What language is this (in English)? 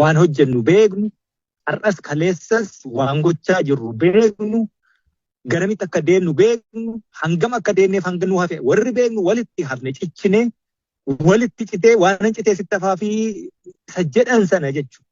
Oromo